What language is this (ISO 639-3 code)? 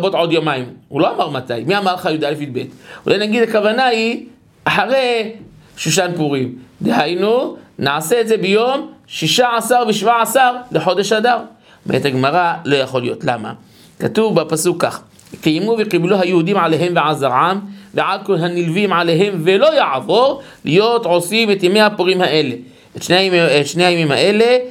heb